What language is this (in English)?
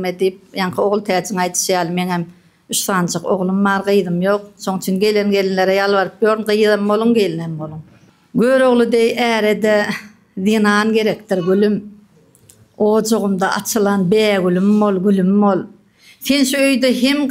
Turkmen